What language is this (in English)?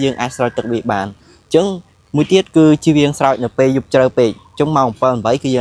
Khmer